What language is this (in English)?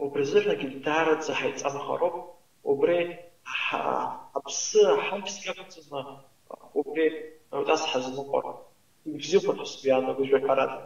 Abkhazian